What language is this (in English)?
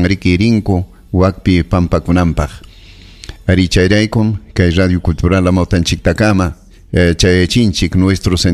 Ayacucho Quechua